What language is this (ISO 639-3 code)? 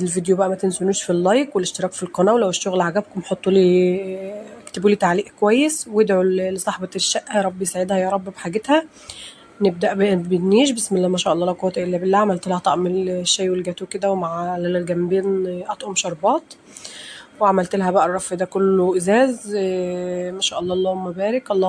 arz